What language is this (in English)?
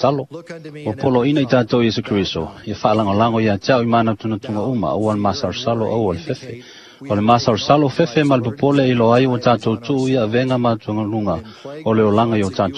Samoan